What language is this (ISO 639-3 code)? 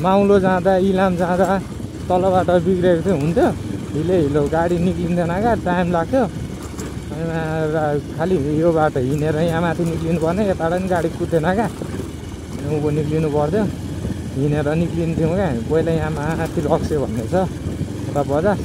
nep